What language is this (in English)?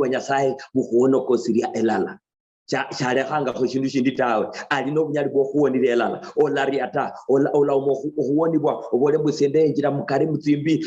Luyia